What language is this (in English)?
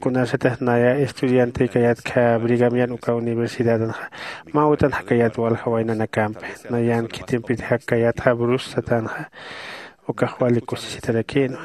Aymara